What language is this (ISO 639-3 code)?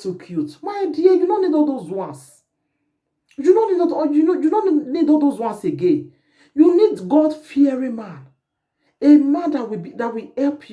pcm